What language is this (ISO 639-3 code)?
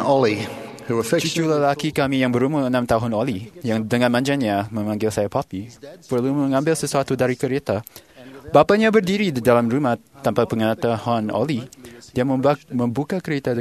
msa